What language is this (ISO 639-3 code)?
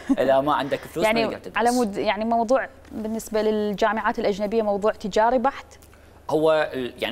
acm